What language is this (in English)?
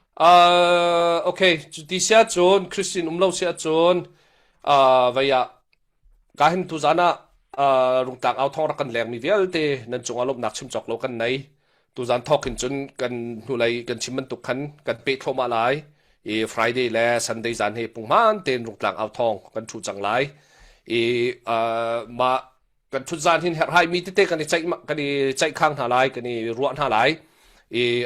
Hakha Chin